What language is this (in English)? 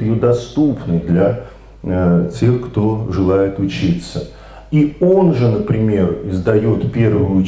Russian